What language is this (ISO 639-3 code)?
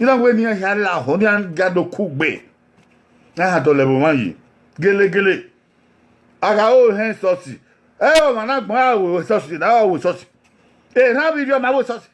bin